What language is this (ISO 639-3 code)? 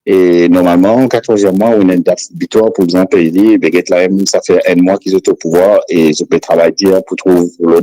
mfe